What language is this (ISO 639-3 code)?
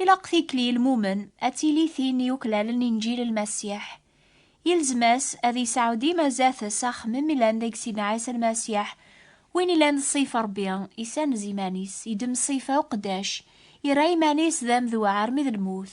kab